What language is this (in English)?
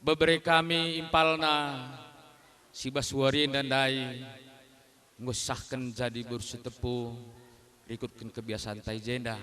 Batak Karo